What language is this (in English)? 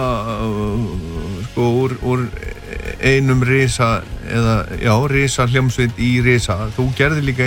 Icelandic